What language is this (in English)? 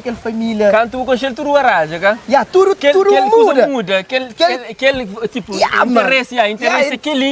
Kabuverdianu